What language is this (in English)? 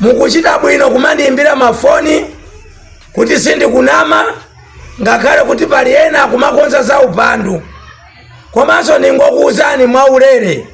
Nyanja